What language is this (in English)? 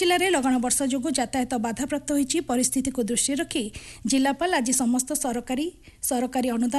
Odia